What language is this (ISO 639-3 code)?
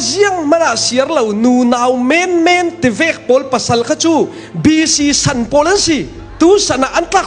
cfm